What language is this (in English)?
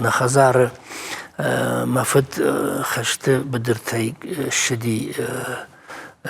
Ossetic